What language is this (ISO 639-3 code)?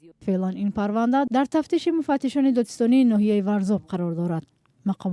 tgk